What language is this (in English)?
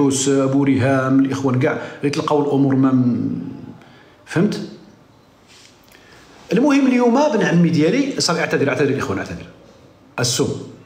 Moroccan Arabic